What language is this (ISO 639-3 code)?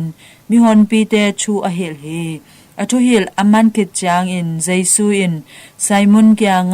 ctd